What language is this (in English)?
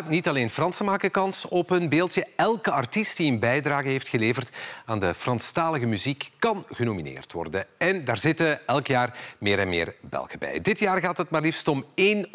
Dutch